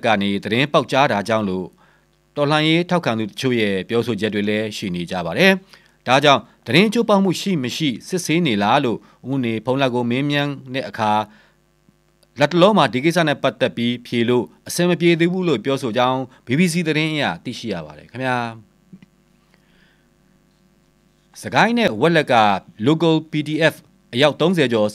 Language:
Burmese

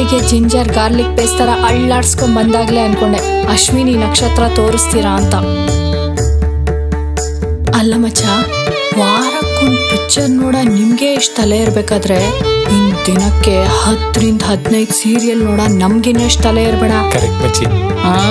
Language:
Kannada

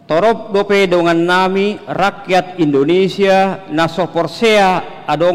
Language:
Batak Toba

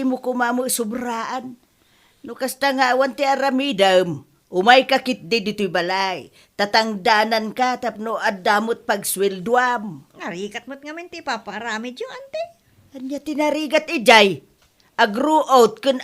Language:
Iloko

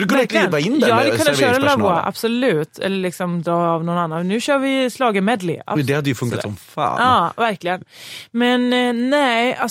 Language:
Swedish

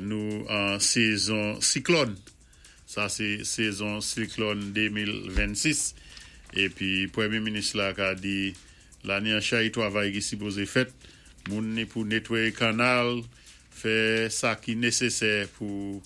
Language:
Saint Lucian Creole French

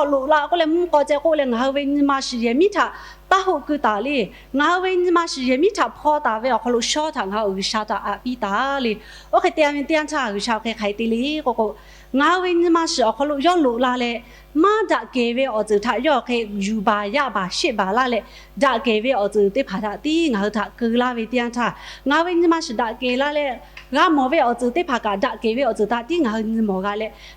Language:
Lahu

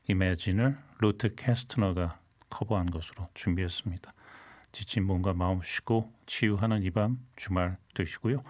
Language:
Korean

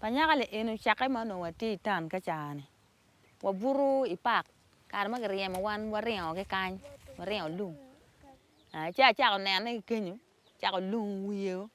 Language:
Acoli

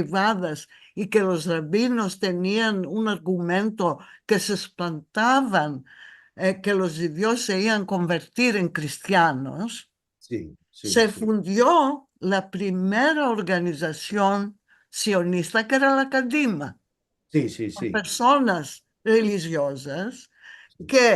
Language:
Ladino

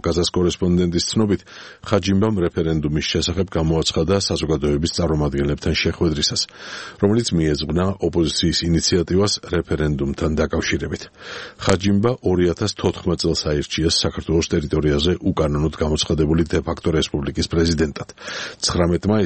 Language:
Georgian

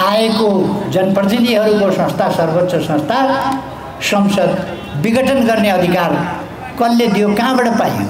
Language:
Nepali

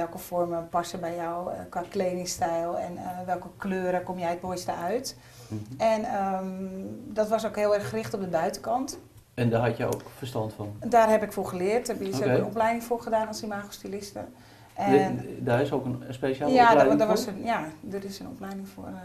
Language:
Dutch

